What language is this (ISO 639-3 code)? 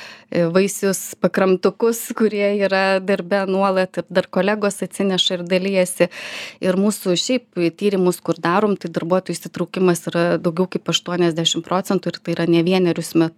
lit